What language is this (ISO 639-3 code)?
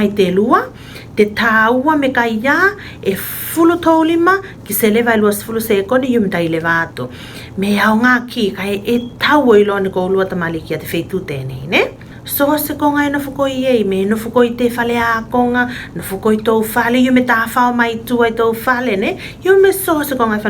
tvl